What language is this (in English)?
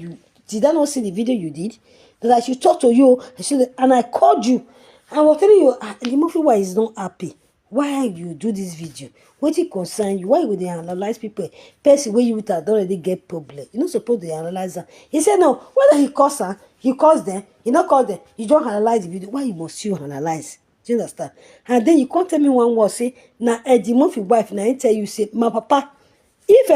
Nigerian Pidgin